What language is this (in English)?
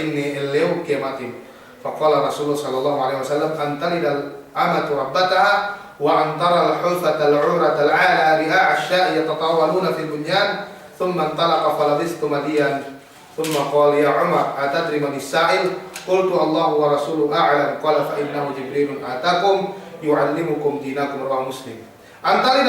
Yakan